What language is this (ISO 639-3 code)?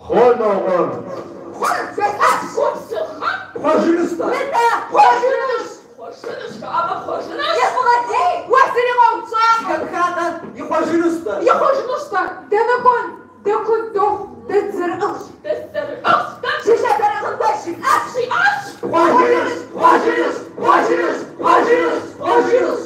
kbd